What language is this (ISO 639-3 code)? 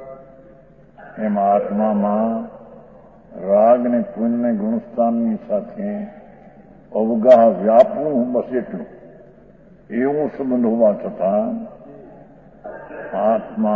guj